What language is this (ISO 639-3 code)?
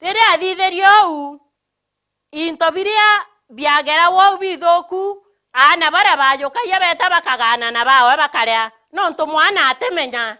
mer